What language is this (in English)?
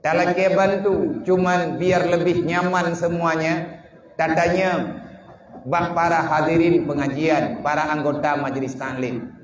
Achinese